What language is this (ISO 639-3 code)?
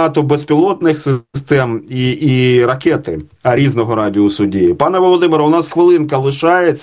ukr